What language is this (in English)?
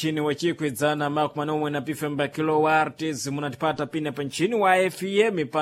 Sena